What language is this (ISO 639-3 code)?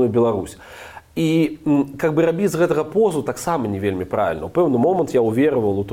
bel